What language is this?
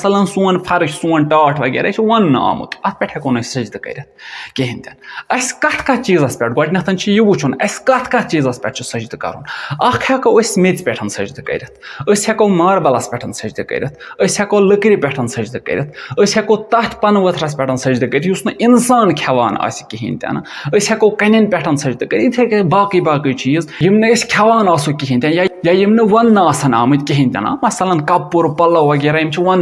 Kashmiri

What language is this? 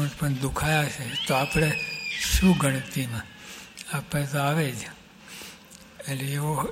Gujarati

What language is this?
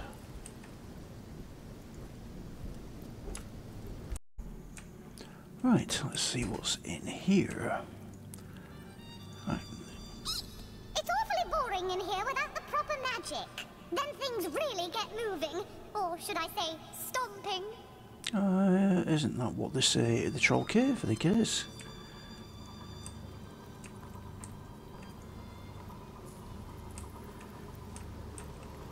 English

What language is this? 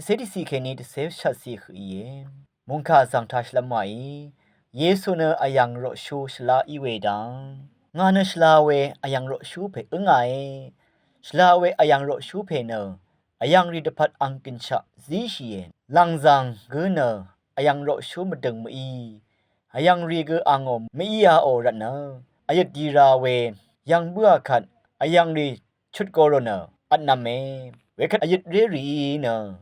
Rawang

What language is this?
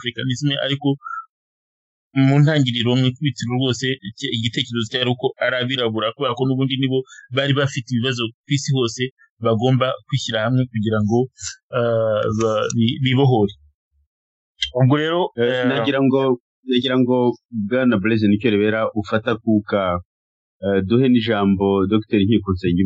Kinyarwanda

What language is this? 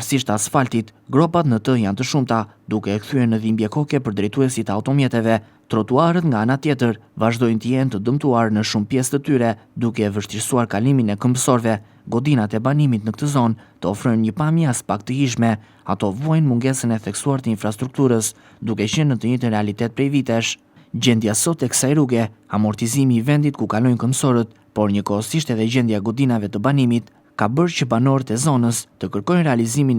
Albanian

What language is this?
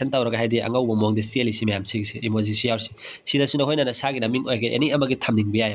Manipuri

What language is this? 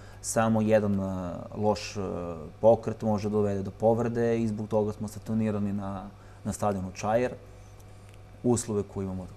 Serbian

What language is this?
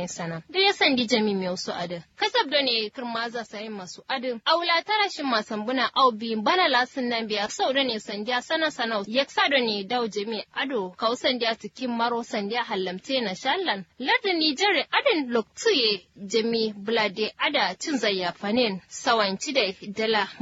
Kanuri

